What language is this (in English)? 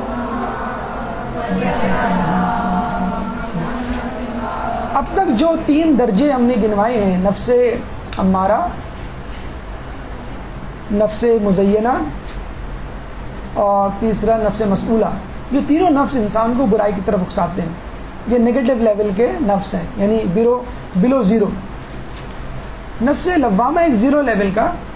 Urdu